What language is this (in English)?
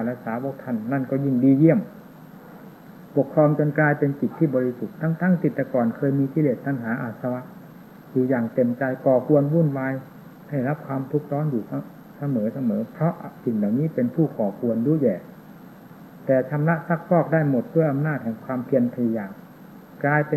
Thai